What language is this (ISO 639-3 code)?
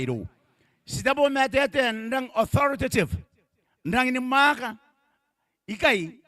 gil